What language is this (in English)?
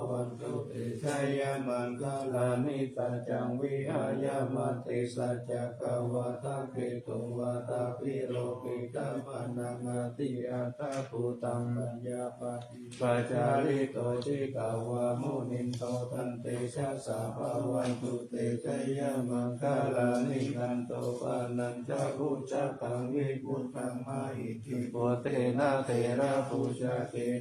Pali